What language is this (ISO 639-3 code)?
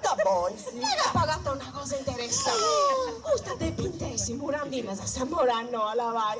srd